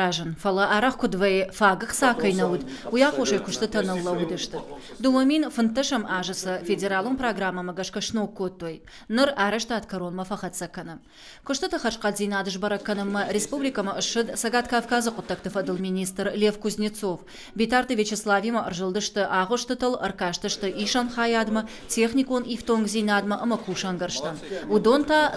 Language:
Ossetic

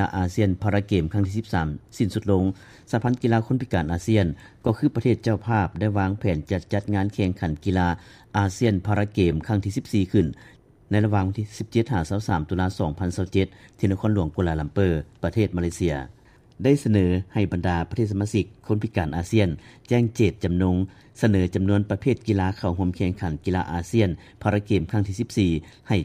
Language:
Lao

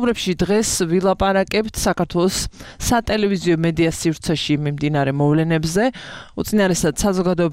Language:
Georgian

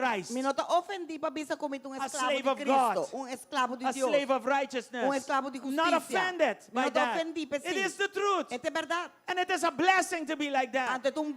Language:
Papiamento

